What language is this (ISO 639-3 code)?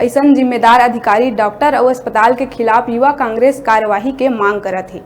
hne